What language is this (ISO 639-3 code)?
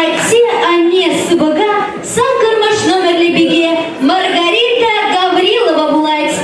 chv